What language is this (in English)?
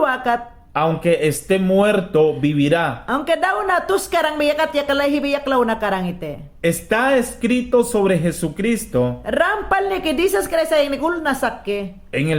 Mayangna